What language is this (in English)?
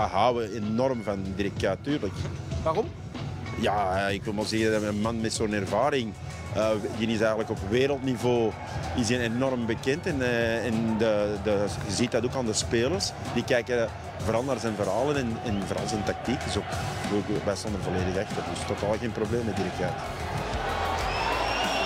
Dutch